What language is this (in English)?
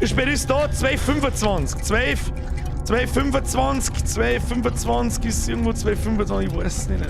Bavarian